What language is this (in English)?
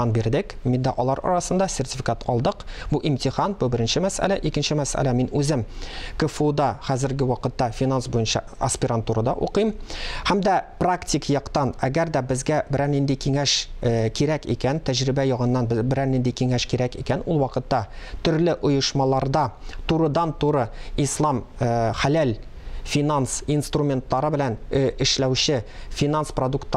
Tatar